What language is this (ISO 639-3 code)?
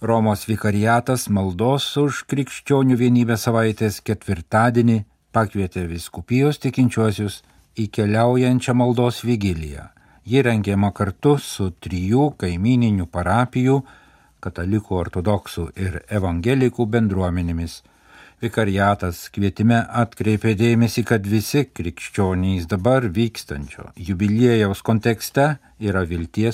lit